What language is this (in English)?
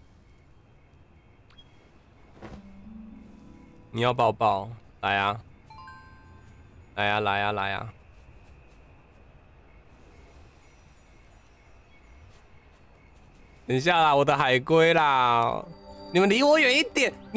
Chinese